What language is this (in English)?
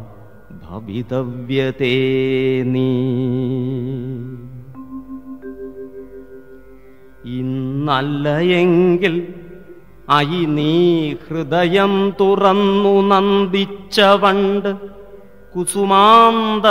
Malayalam